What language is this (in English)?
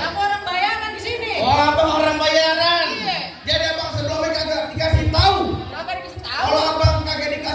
Betawi